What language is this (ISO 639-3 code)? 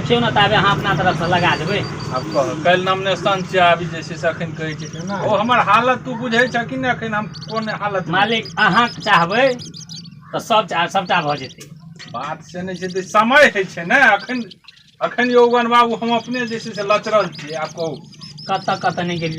mai